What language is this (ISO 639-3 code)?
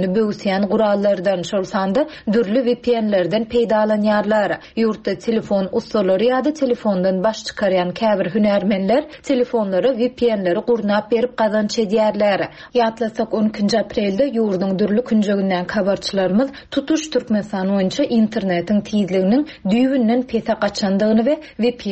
tuk